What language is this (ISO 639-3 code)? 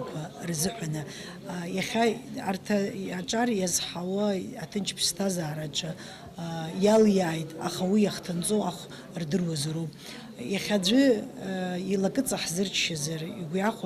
abk